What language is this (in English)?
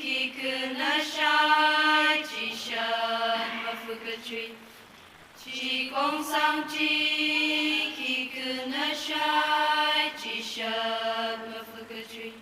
Tangkhul Naga (India)